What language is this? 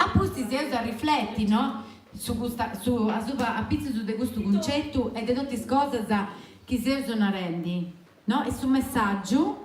Sardinian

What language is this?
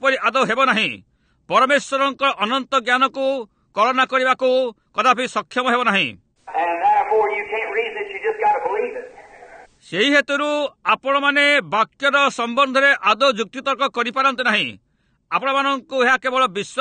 Odia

